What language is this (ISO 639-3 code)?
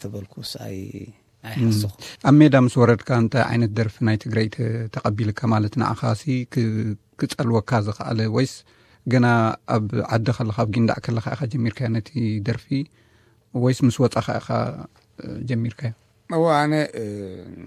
tir